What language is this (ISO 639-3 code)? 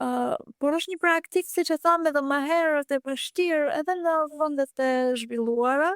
sqi